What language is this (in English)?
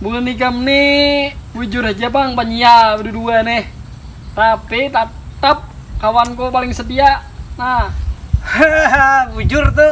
Banjar